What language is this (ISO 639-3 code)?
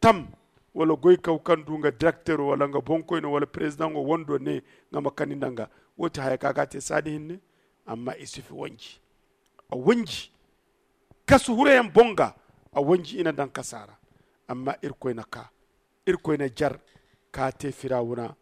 dje